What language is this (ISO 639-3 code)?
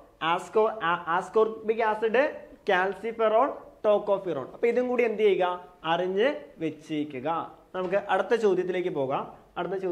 mal